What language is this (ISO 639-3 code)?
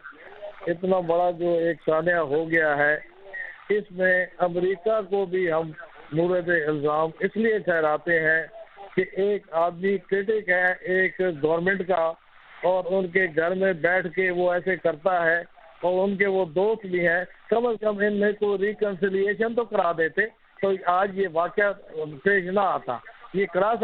urd